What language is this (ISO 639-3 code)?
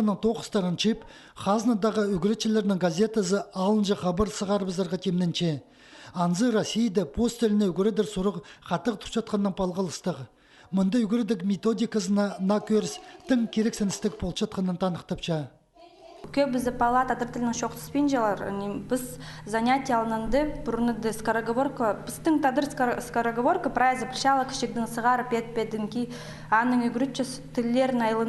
kjh